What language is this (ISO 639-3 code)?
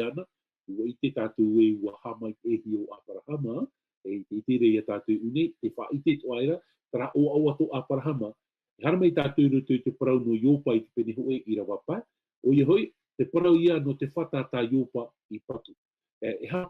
tah